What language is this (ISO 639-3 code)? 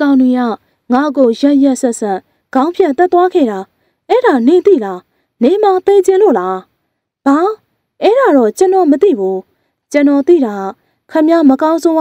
mya